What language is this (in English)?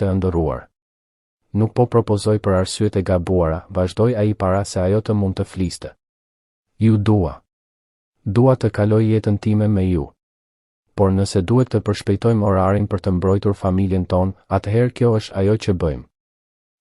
Albanian